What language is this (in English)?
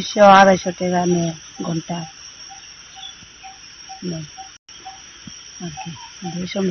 Bangla